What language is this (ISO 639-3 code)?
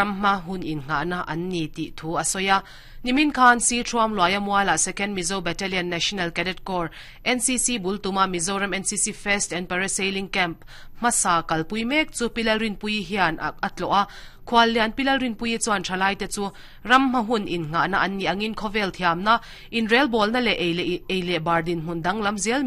lus